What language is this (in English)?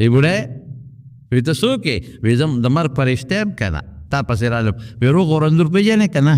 Pashto